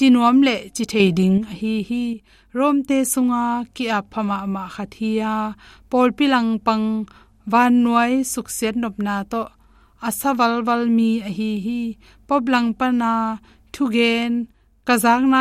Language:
Tedim Chin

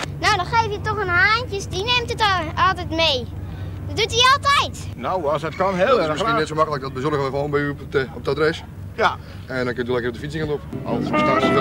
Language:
Dutch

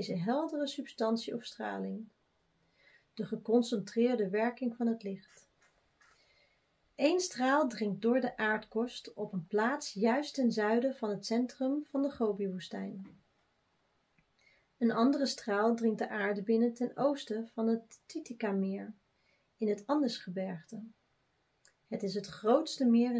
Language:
Dutch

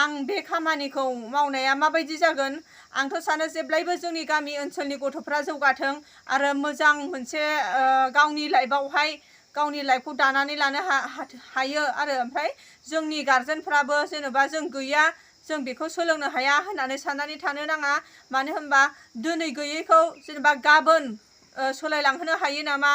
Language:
Bodo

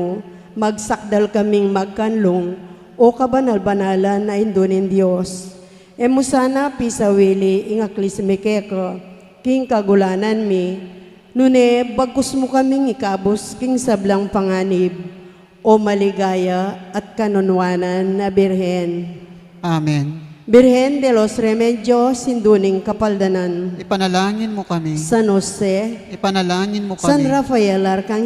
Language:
Pampanga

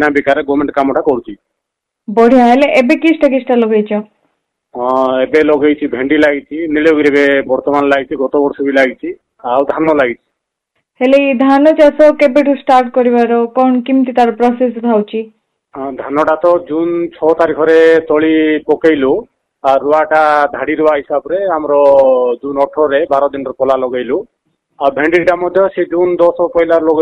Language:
Odia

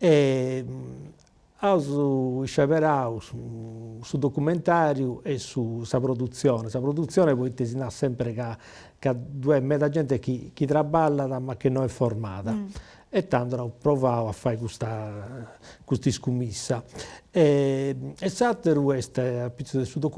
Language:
Sardinian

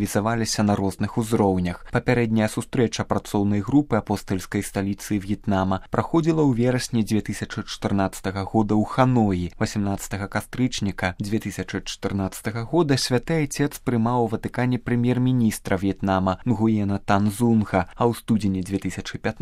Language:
Belarusian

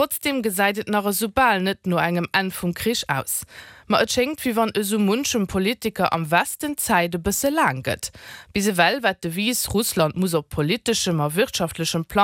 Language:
Luxembourgish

